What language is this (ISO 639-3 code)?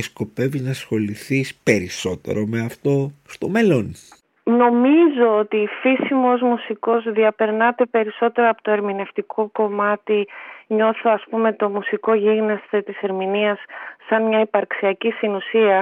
ell